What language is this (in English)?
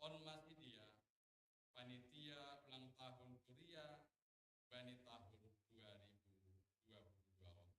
Batak Simalungun